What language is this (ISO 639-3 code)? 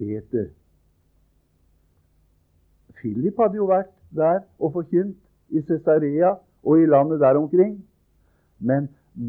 nor